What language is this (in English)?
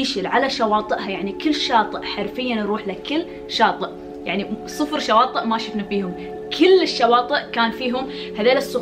Gulf Arabic